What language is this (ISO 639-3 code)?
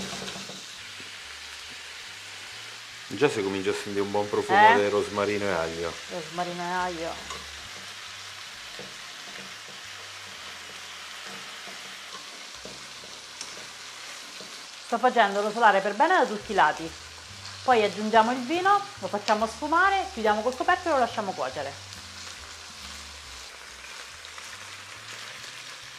ita